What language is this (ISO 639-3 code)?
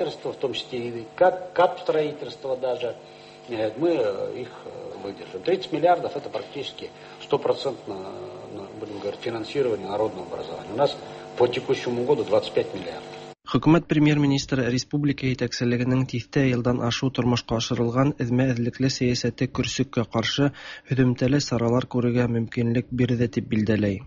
tat